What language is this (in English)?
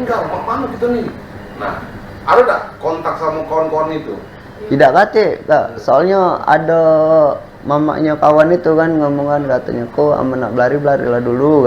Musi